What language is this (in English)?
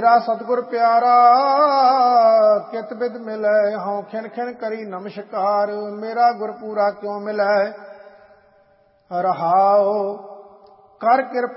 Punjabi